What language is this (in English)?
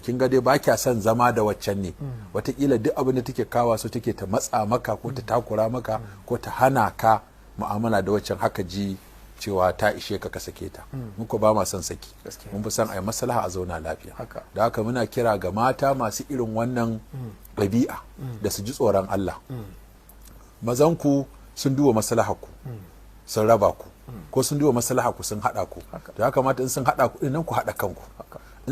Hausa